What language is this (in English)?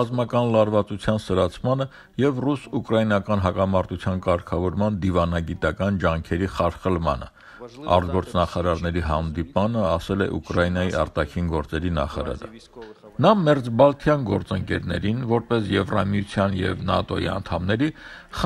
Armenian